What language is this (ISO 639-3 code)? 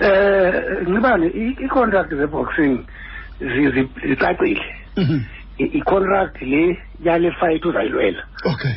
xho